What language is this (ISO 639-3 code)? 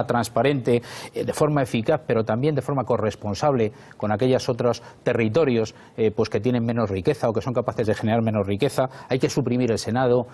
spa